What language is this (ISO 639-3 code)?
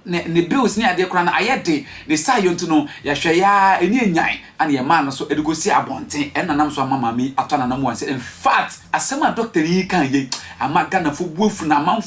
aka